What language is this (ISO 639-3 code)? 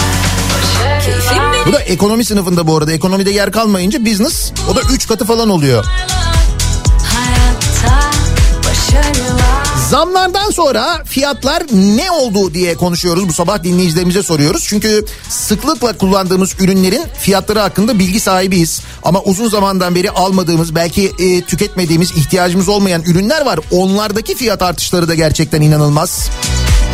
tur